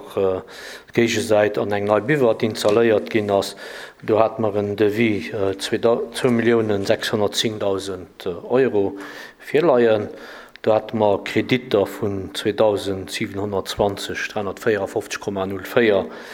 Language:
Luxembourgish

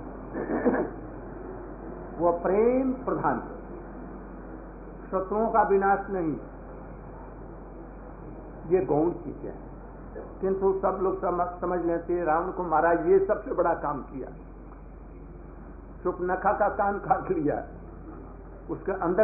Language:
Hindi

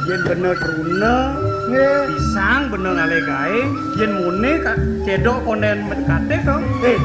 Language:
Balinese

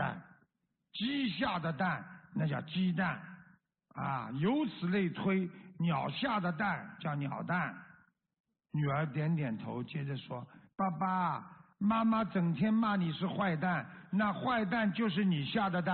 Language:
Chinese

